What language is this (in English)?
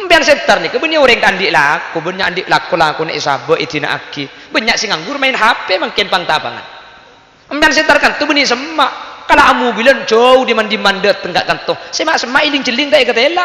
Madurese